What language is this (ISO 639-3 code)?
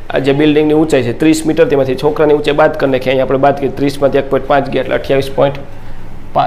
guj